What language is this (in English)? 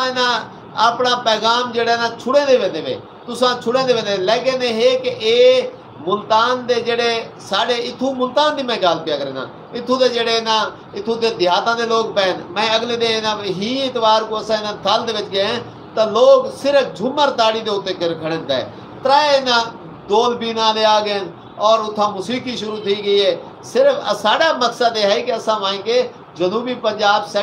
Saraiki